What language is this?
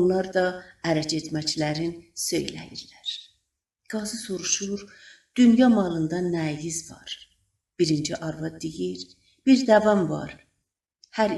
South Azerbaijani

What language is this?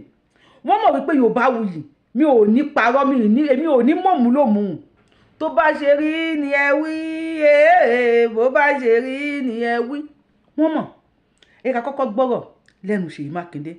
Yoruba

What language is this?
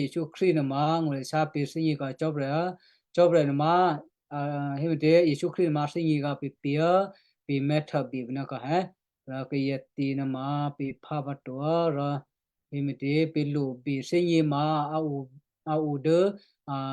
Western Kayah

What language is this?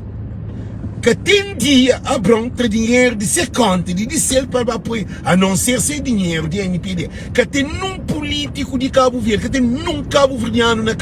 Kabuverdianu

